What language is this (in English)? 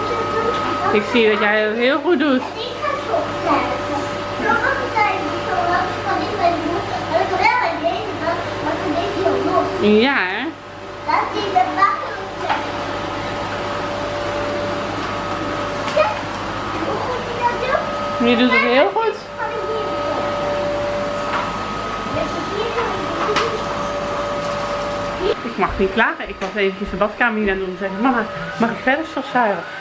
Dutch